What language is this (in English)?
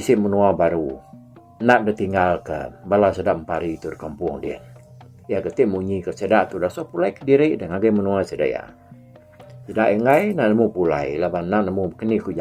Iban